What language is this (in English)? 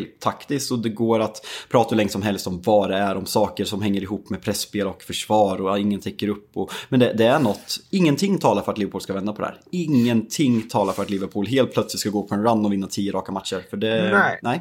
Swedish